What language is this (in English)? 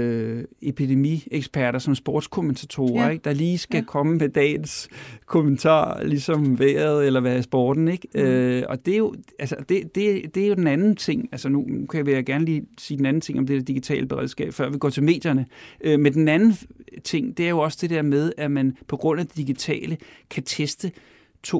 Danish